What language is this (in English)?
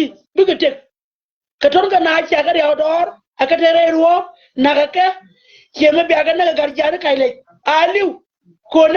Nuer